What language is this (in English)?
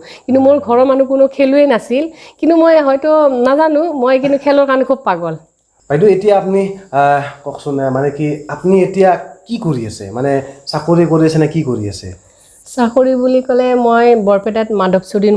Assamese